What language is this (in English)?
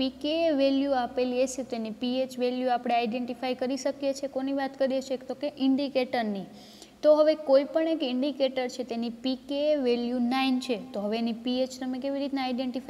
Gujarati